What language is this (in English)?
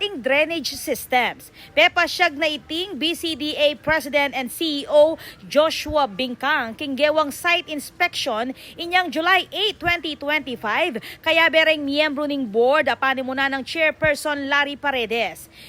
Pampanga